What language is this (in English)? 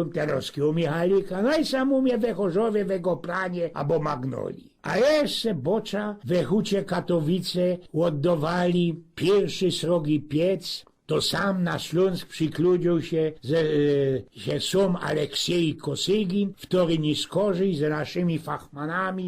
Silesian